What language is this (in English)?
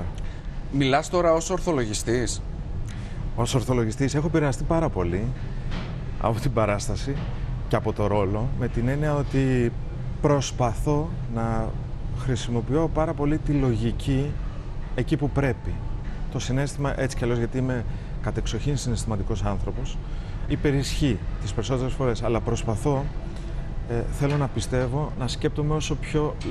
Greek